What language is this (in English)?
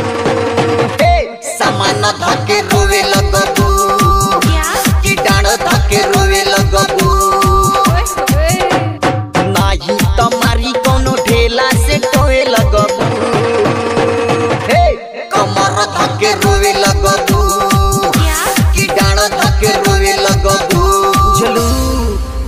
Bhojpuri